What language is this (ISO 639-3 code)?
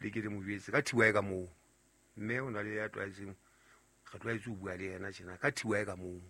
sot